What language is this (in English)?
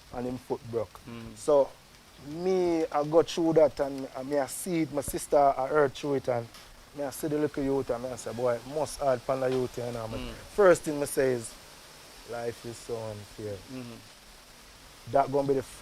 Jamaican Creole English